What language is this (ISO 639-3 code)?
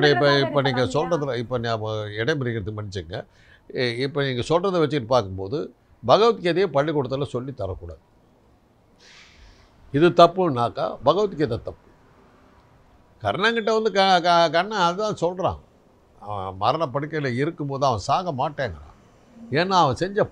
tam